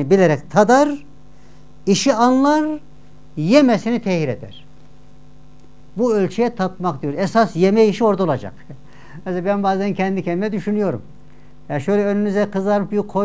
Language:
Turkish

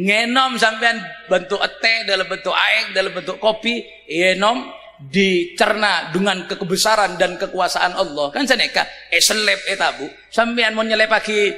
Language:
Madurese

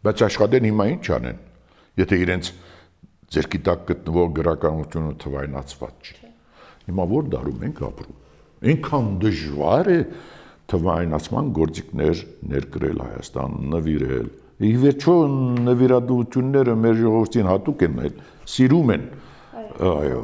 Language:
Armenian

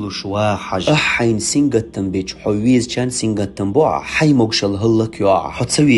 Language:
Chechen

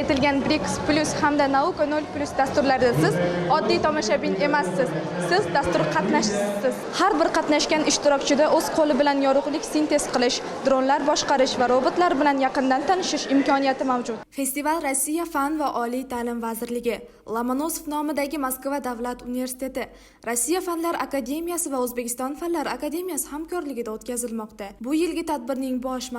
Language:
Uzbek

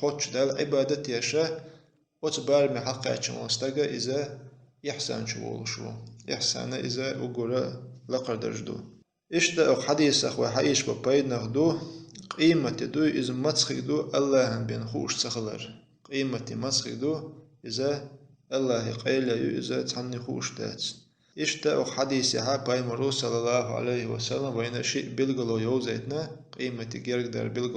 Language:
Chechen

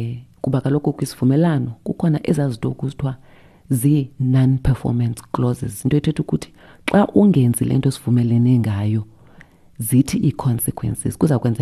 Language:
Xhosa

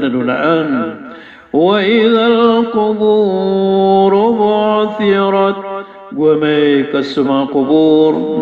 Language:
Maranao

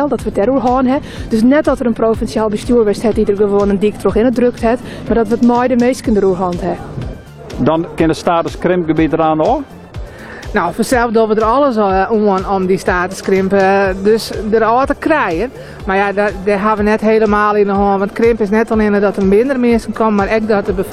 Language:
Western Frisian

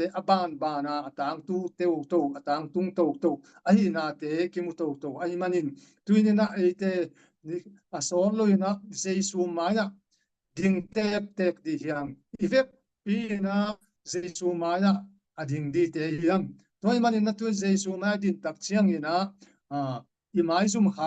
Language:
Tedim Chin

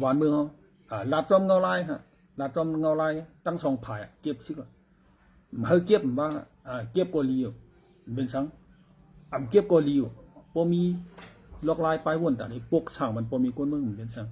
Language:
Shan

